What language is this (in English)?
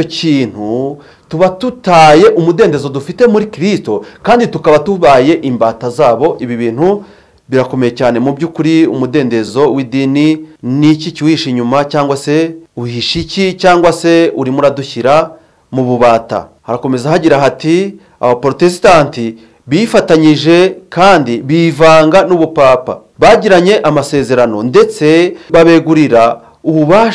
Kinyarwanda